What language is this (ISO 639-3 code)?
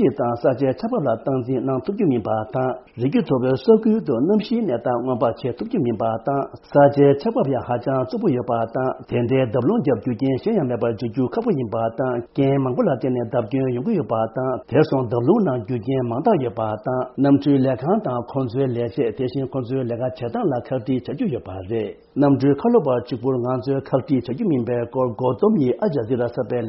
bod